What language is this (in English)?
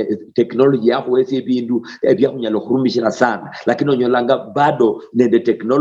Luyia